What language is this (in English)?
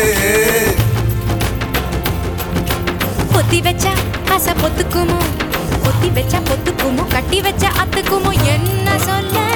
Tamil